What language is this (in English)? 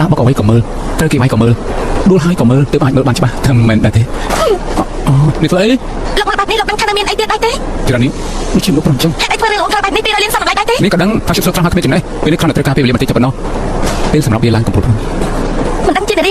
Khmer